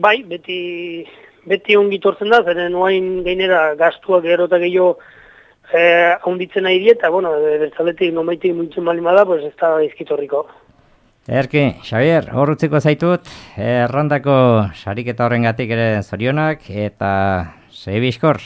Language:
Basque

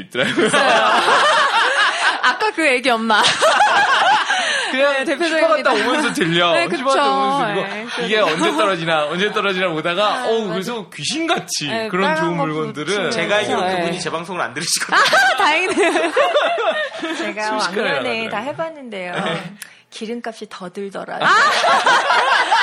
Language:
Korean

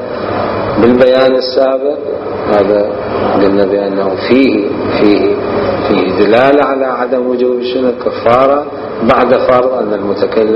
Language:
Mesopotamian Arabic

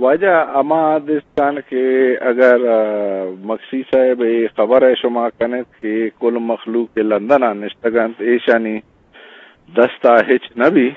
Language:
Eastern Balochi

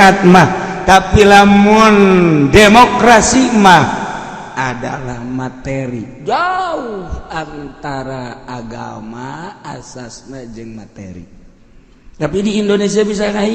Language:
Sundanese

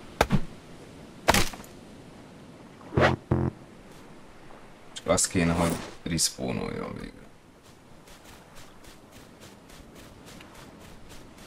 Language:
Hungarian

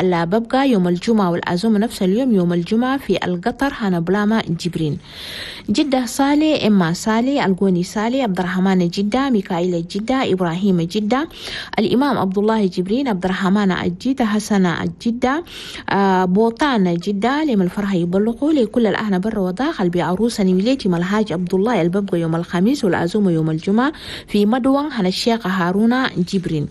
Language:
Chadian Arabic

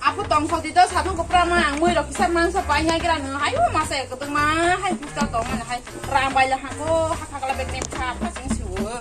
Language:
Kok Borok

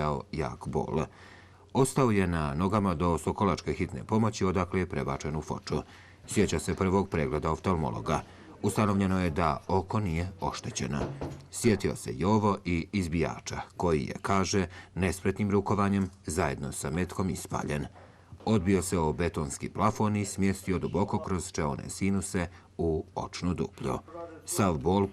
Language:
Bosnian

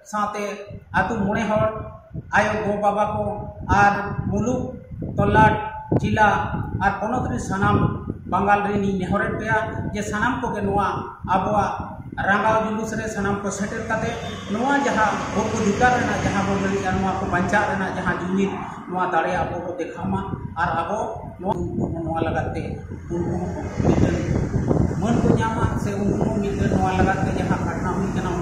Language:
Santali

